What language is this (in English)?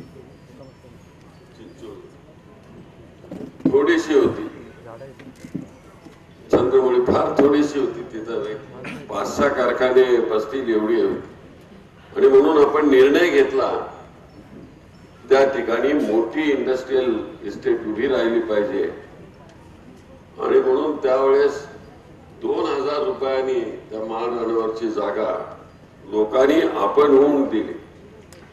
Marathi